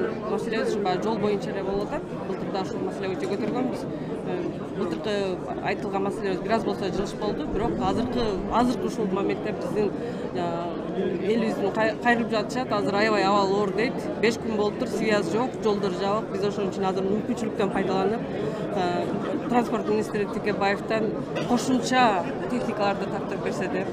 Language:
Kyrgyz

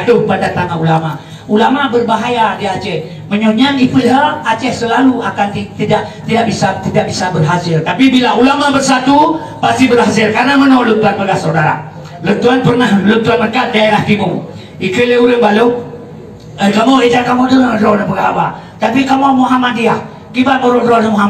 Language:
Achinese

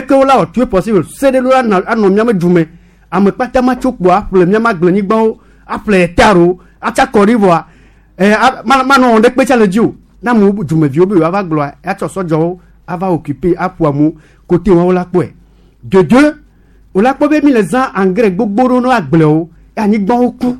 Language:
Gen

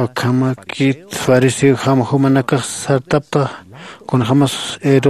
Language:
Aymara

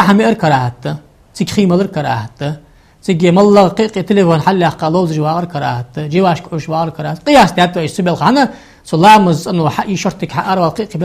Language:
Ingush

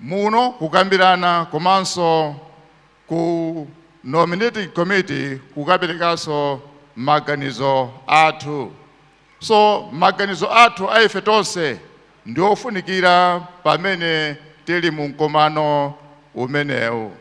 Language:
Nyanja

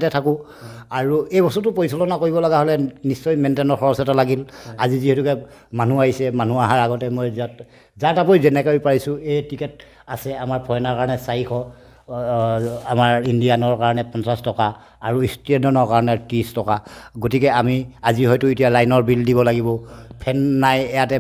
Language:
Assamese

